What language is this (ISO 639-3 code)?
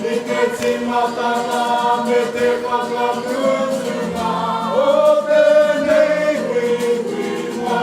mri